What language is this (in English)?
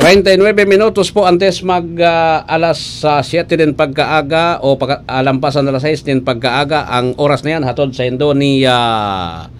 Bikol